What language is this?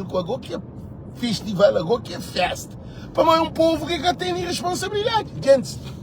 Kabuverdianu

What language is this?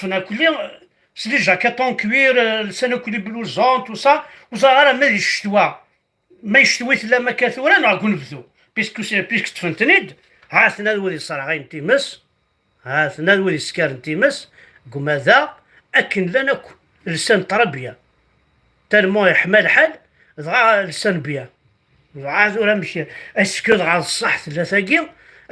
Kabyle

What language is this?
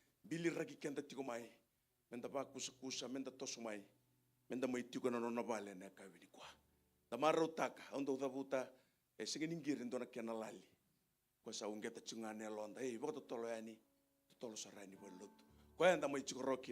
Fijian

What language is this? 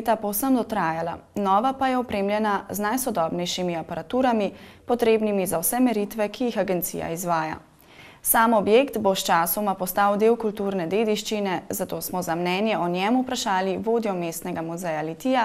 Slovenian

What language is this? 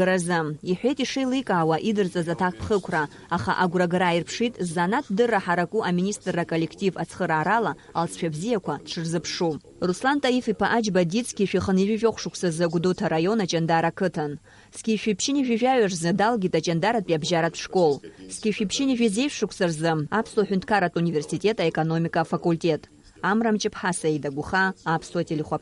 Abkhazian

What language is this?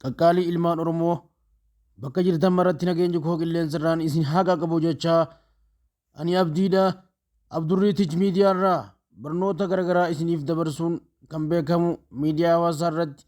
Oromo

